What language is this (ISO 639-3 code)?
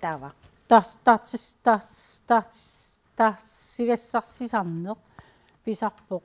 kal